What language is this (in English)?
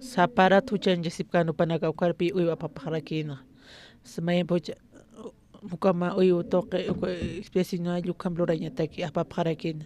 Aymara